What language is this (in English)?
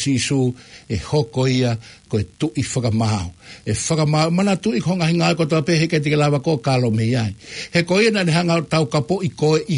Tongan